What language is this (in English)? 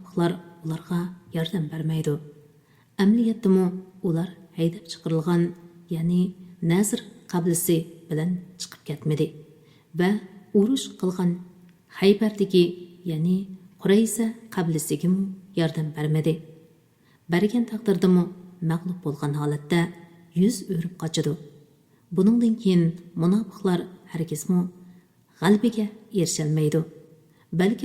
Uyghur